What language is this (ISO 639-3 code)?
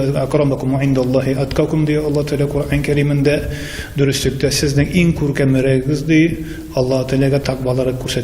tat